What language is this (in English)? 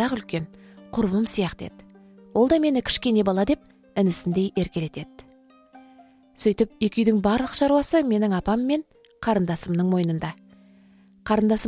Kazakh